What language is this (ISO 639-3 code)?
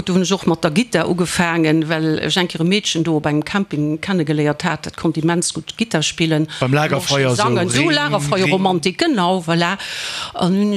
ltz